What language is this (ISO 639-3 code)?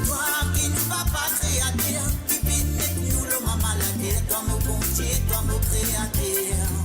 mfe